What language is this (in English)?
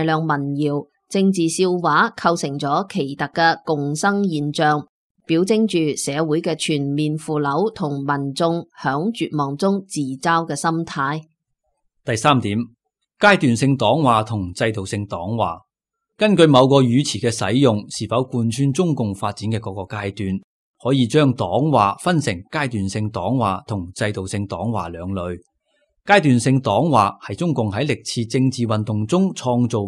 Cantonese